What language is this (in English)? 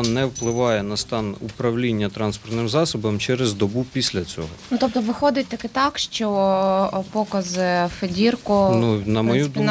Ukrainian